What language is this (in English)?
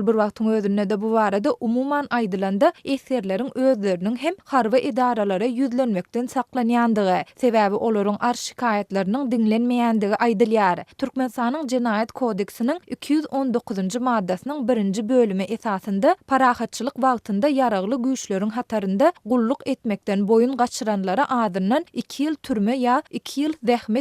Turkmen